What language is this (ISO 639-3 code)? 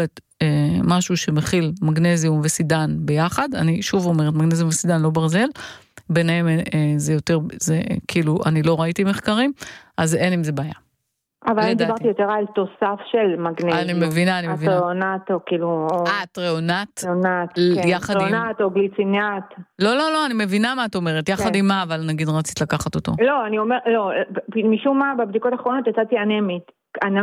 heb